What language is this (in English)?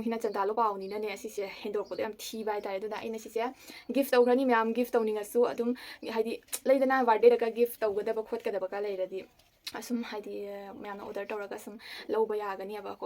Manipuri